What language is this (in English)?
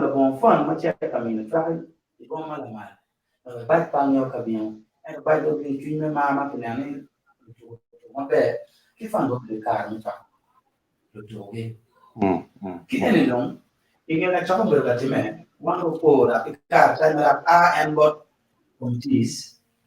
Acoli